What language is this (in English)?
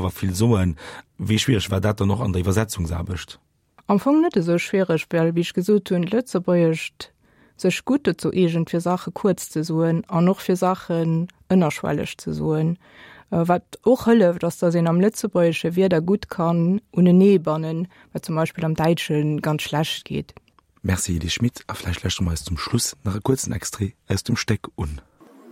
Luxembourgish